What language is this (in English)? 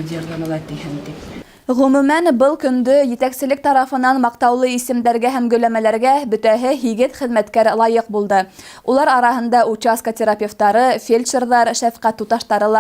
Bashkir